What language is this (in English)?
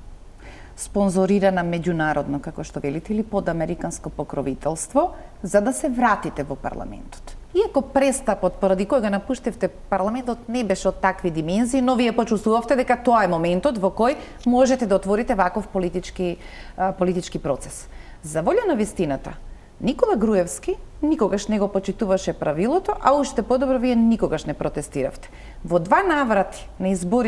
Macedonian